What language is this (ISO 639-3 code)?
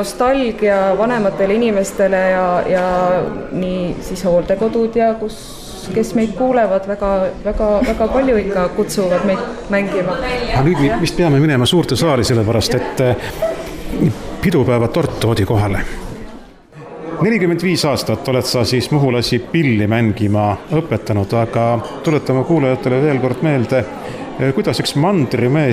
est